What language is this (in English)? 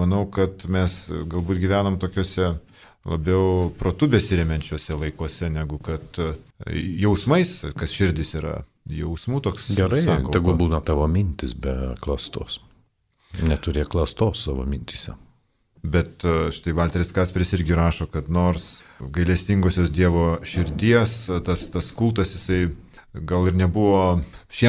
Lithuanian